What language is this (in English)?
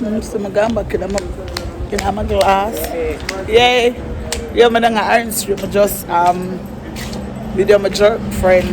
Jamaican Creole English